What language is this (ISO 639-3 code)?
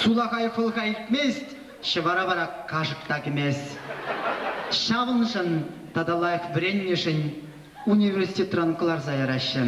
chv